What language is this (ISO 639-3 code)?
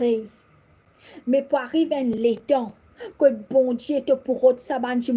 mfe